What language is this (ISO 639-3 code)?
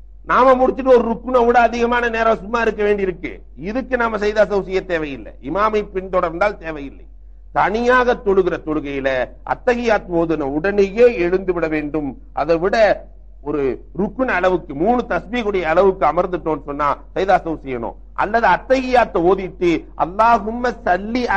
tam